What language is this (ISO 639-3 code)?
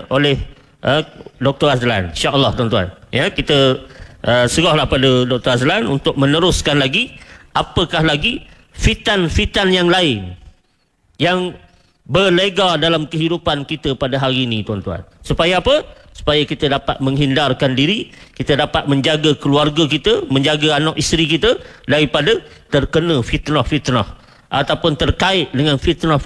msa